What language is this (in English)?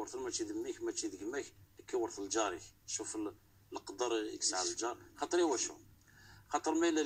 Kabyle